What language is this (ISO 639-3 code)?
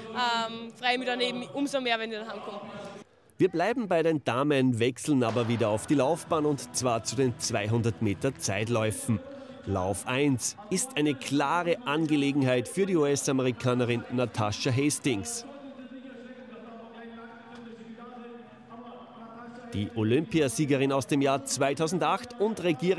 deu